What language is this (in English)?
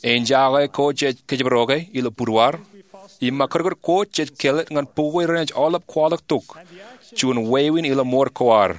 Marshallese